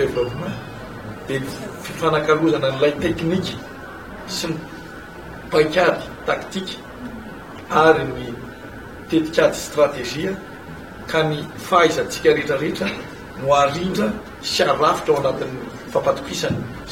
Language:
Malagasy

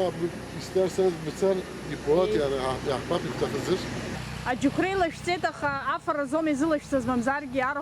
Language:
Abkhazian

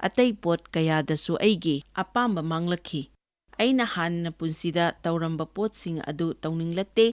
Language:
Manipuri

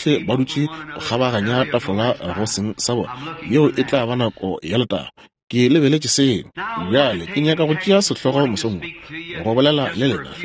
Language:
Northern Sotho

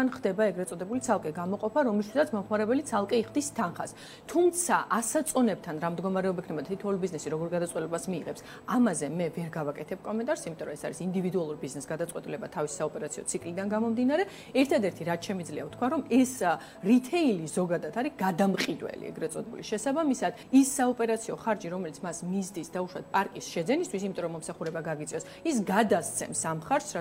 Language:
Georgian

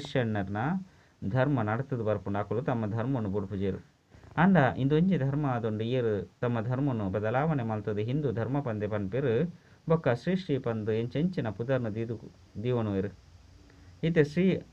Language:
Tulu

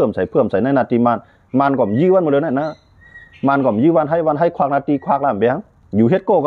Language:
Shan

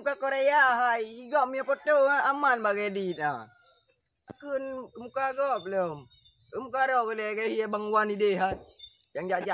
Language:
Achinese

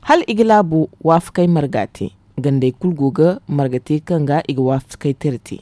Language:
Zarma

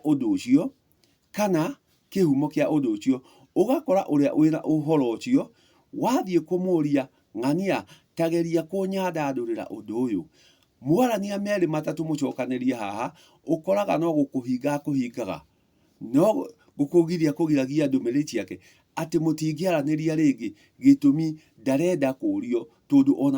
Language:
Kikuyu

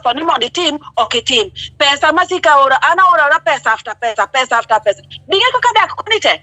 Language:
Luo (Kenya and Tanzania)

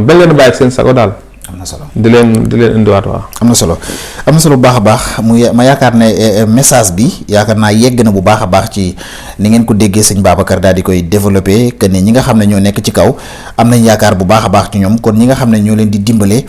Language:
Wolof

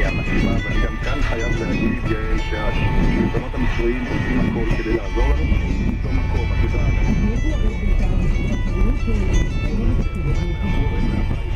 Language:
Hebrew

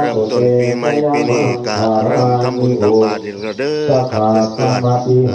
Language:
Northeastern Thai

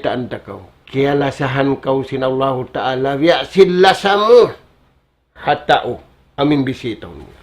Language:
Tausug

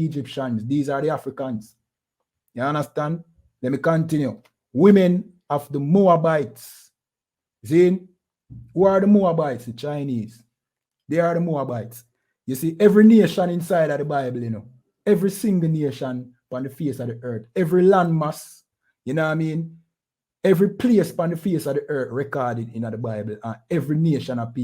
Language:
Jamaican Creole English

